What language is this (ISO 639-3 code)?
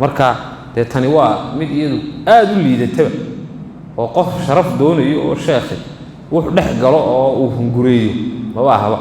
som